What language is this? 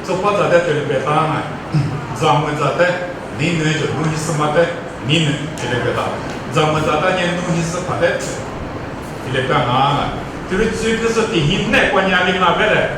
Lisu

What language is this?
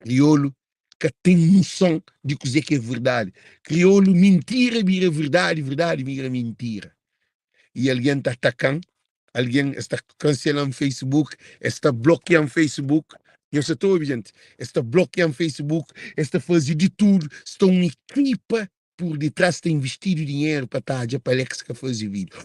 Kabuverdianu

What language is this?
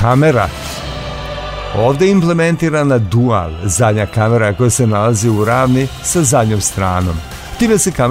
Serbian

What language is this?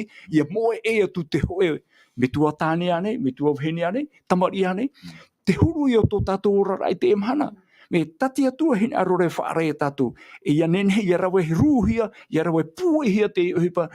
Tahitian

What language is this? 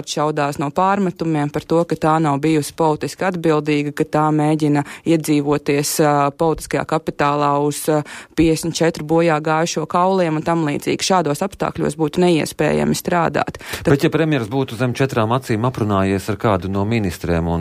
Latvian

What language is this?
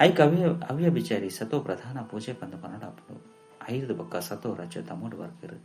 Tulu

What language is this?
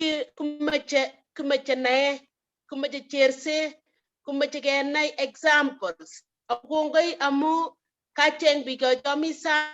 Kalenjin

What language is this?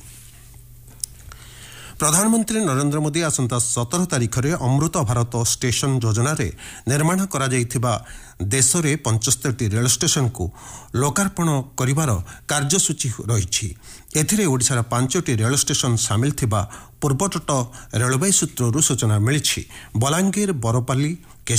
Odia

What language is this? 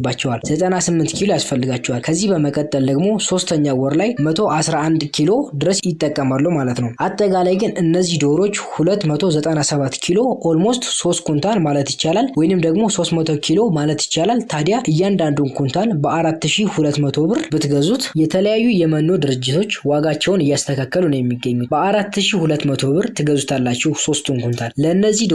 Amharic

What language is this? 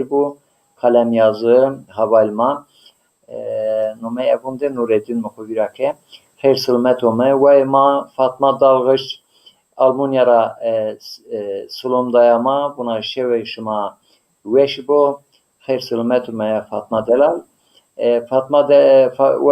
Zaza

